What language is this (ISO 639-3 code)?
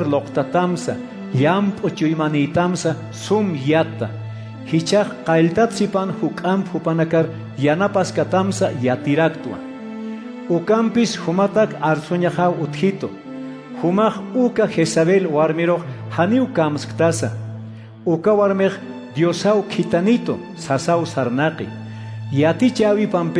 aym